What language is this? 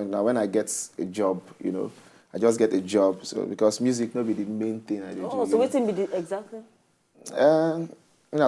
Nigerian Pidgin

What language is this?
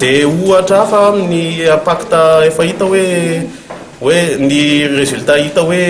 Malagasy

